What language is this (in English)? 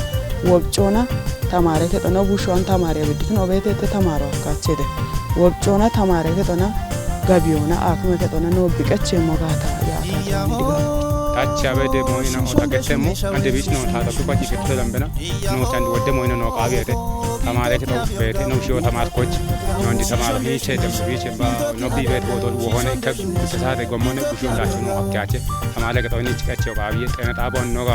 Kafa